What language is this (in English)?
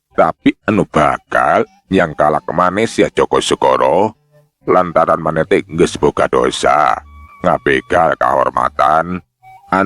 Sundanese